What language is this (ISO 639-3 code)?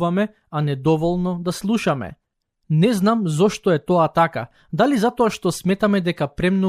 mkd